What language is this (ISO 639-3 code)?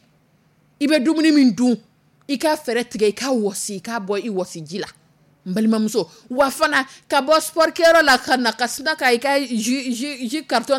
dyu